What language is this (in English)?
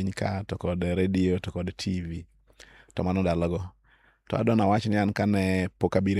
Luo (Kenya and Tanzania)